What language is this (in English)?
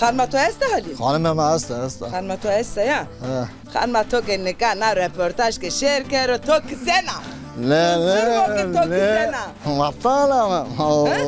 Zaza